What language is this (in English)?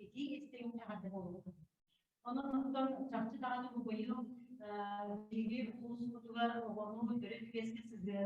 Yakut